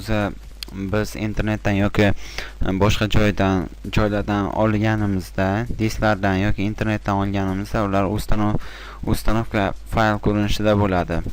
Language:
Uzbek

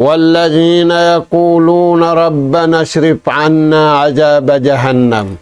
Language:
Tausug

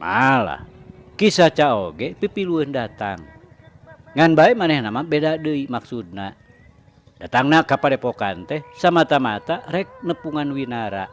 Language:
Sundanese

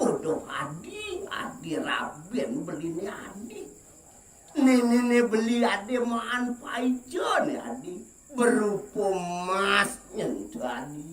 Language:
Balinese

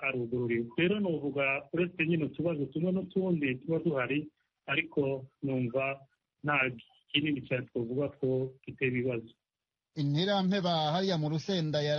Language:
Kinyarwanda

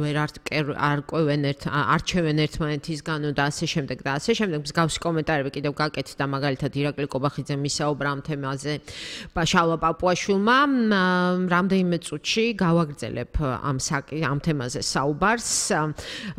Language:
Georgian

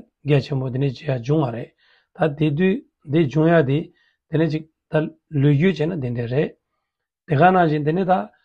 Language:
Tibetan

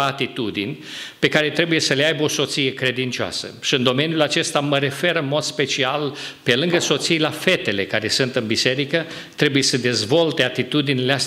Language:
Romanian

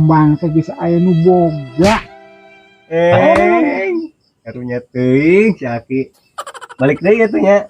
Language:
Sundanese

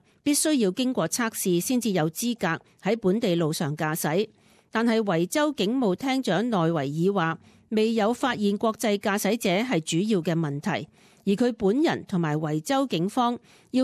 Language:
Cantonese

